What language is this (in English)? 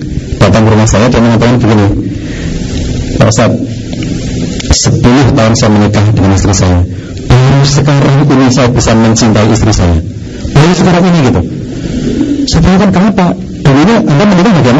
Indonesian